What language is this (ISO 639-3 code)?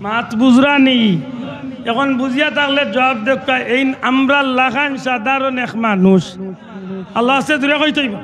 syl